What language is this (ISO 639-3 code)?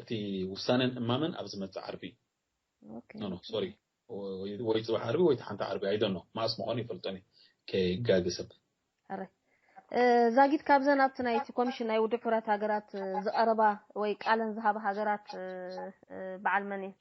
tir